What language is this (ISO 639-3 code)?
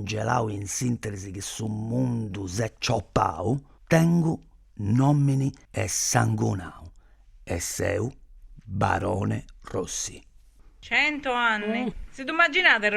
srd